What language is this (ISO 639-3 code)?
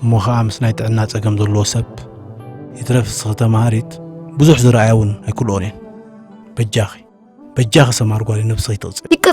tir